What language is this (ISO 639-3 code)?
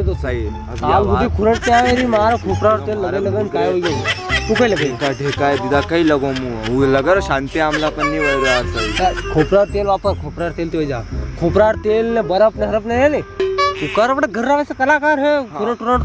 raj